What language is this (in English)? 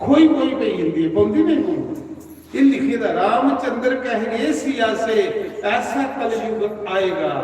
Dogri